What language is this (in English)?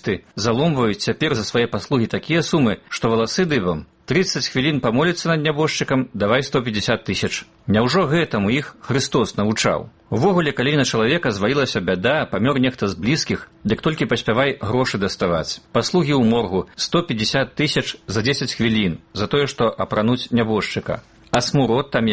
Belarusian